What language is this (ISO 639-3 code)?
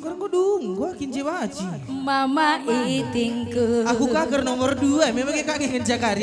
btx